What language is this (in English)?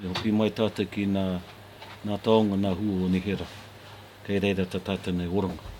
Māori